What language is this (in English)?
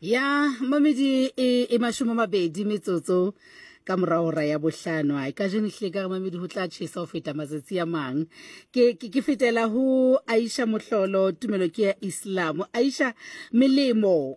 Southern Sotho